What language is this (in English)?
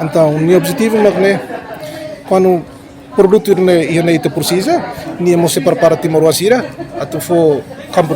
Tetum